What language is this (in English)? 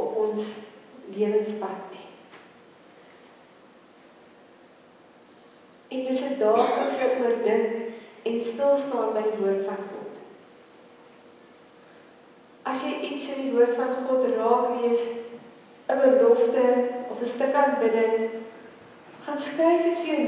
Afrikaans